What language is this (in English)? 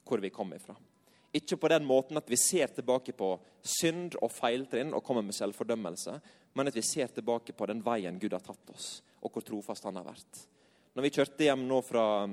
Norwegian